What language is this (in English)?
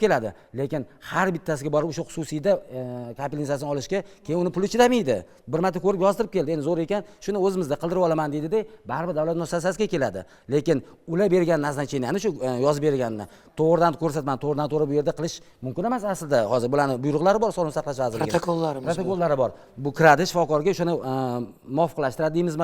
Uzbek